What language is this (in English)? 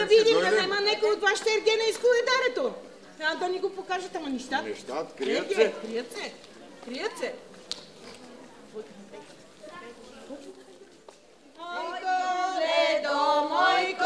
Bulgarian